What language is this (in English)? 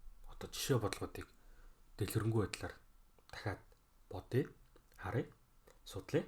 Mongolian